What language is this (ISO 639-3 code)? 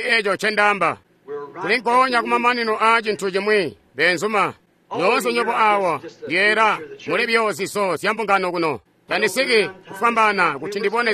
toi